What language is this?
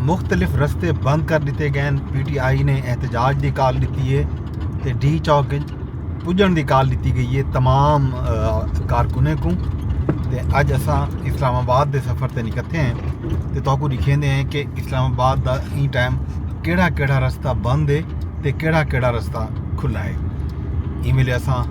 Saraiki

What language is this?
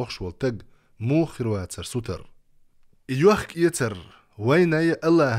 Chechen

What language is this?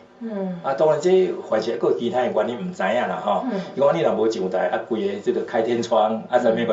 Min Nan Chinese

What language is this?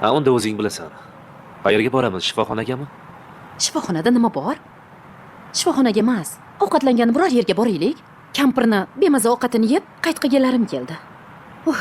Uzbek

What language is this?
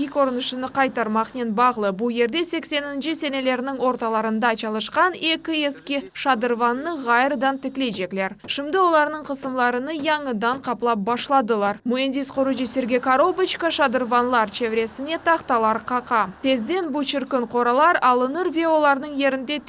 Crimean Tatar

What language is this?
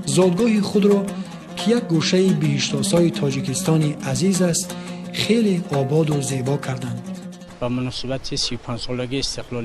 Tajik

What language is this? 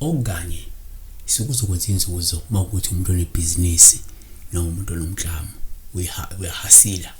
Zulu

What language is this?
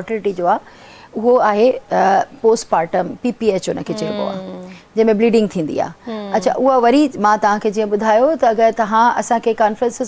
Sindhi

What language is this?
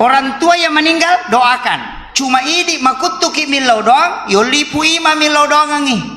Buginese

